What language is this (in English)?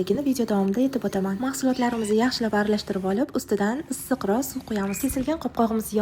Uzbek